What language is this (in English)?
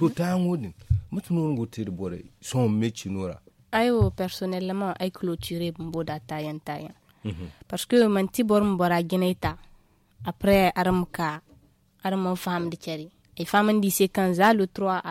Zarma